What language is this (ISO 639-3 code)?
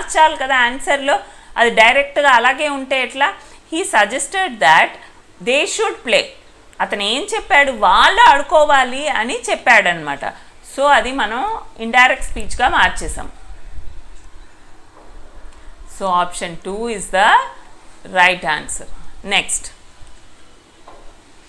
tel